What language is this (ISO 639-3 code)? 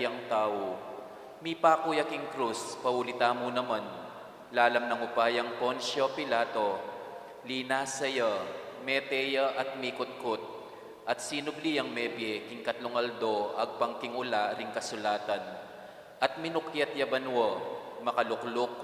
pam